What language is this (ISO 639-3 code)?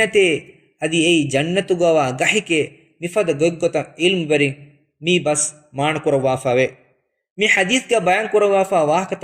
div